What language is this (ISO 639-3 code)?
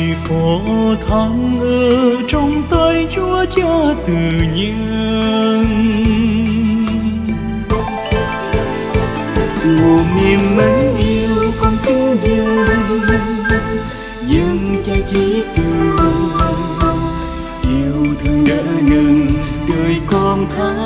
vie